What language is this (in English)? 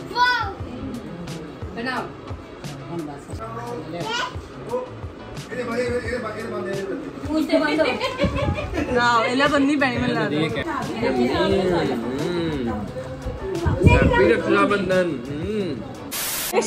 Punjabi